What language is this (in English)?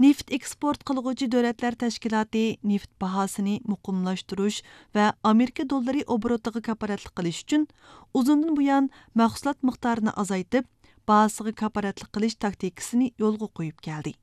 Uyghur